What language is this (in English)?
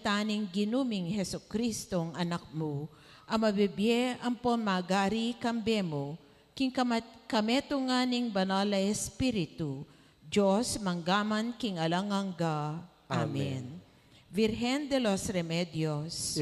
Pampanga